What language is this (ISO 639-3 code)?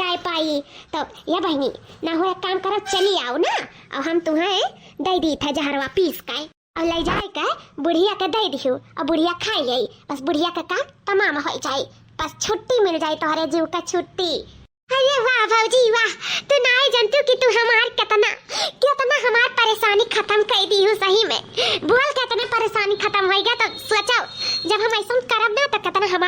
awa